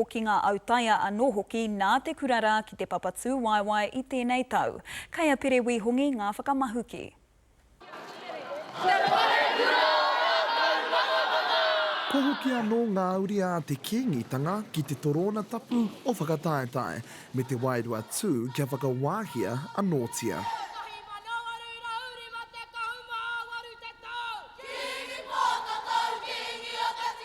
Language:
Māori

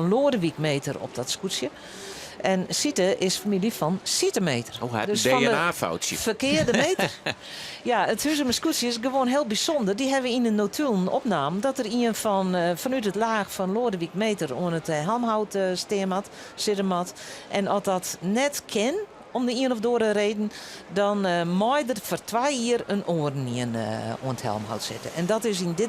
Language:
Western Frisian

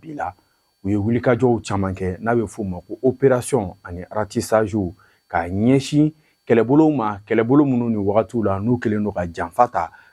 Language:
Bambara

